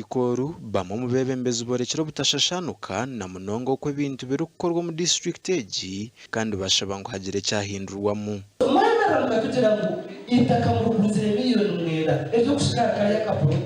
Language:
Nyankole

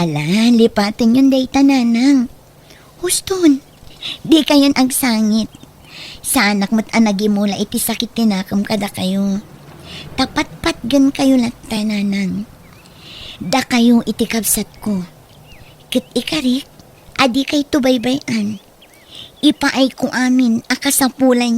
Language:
Iloko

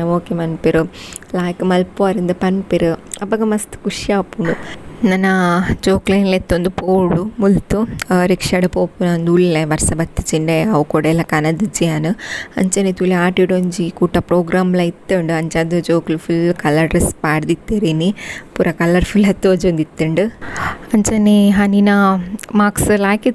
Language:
Tulu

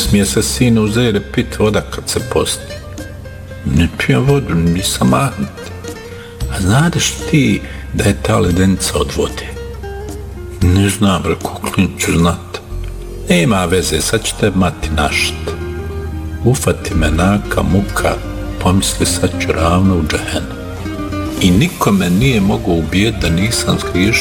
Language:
Bosnian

